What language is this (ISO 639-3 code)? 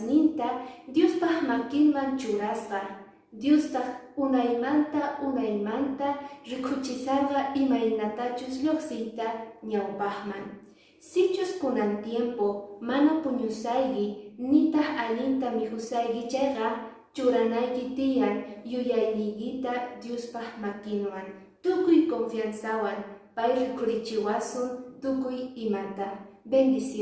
que